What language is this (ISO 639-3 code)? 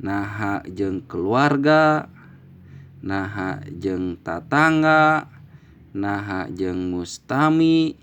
sun